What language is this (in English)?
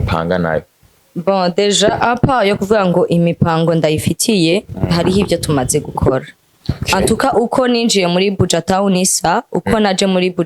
Rundi